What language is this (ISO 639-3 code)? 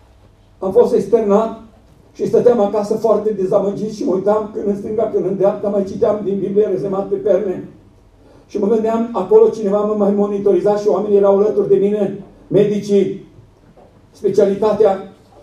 ron